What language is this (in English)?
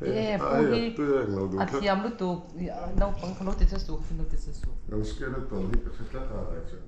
Mizo